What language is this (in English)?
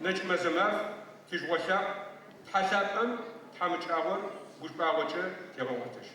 Adyghe